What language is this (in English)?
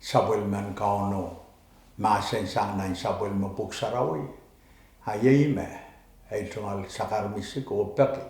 Pohnpeian